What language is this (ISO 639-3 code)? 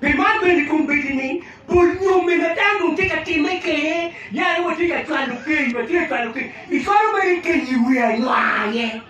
ach